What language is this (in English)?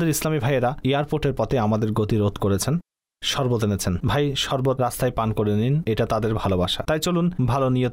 Bangla